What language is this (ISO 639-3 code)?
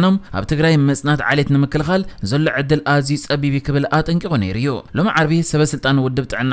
tir